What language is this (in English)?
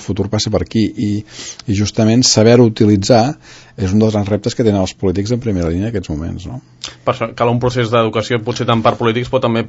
Catalan